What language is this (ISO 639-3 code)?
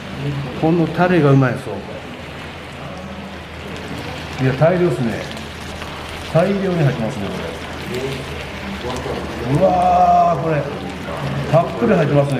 jpn